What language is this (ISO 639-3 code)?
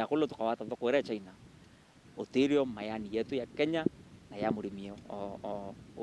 mer